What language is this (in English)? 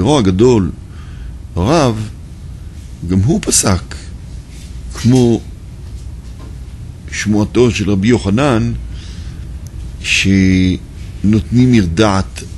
Hebrew